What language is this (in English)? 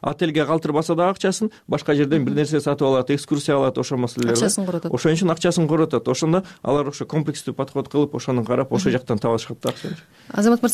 Kyrgyz